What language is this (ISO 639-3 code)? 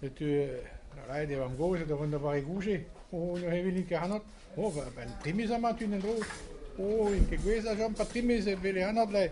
bre